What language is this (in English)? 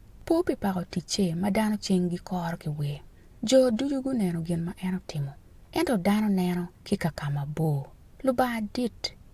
Acoli